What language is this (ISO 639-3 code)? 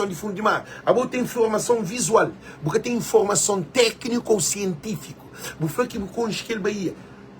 kea